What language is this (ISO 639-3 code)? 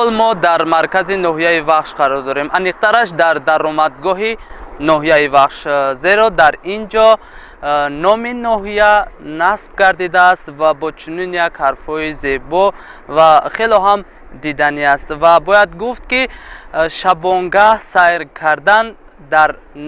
tgk